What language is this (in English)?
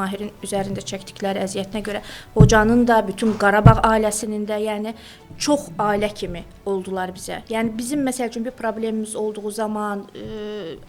Azerbaijani